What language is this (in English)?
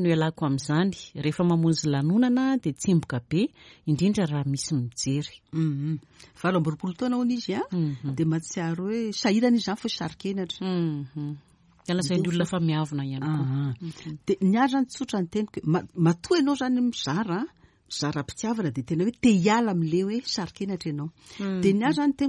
Malagasy